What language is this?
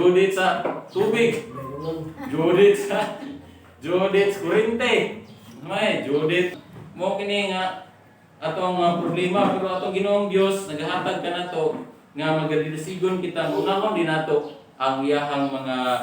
Cebuano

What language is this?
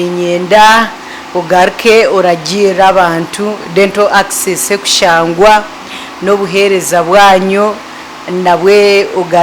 Nyankole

